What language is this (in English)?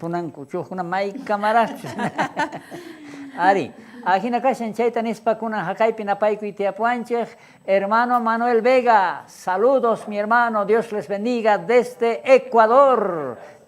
South Bolivian Quechua